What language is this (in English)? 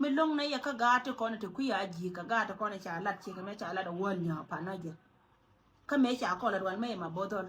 Nuer